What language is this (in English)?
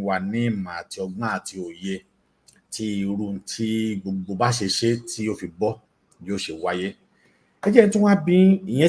Yoruba